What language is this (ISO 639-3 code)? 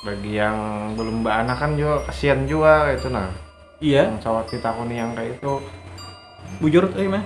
bjn